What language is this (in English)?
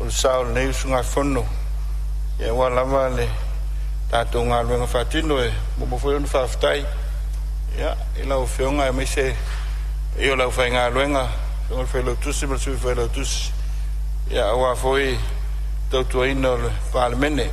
Samoan